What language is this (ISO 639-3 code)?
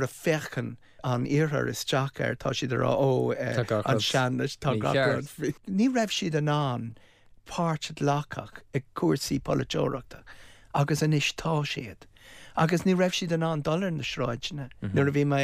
gle